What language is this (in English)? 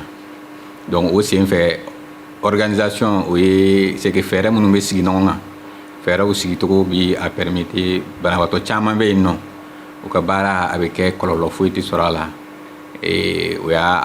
Bambara